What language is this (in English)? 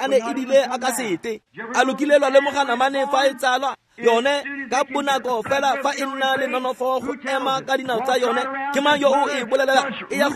Tswana